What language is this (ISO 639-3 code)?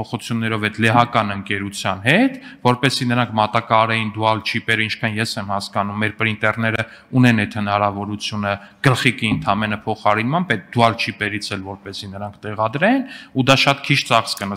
hye